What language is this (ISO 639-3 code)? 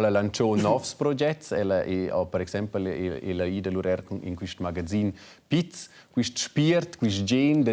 roh